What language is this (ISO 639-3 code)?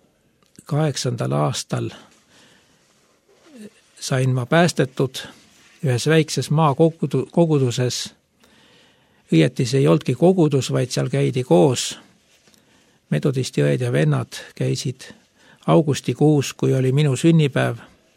est